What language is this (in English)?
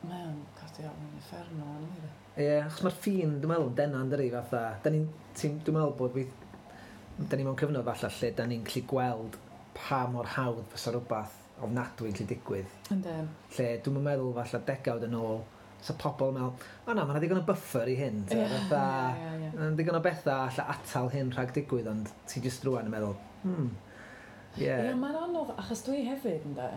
Welsh